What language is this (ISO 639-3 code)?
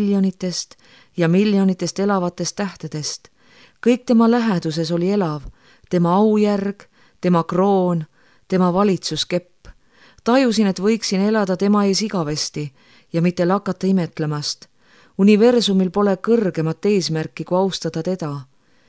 est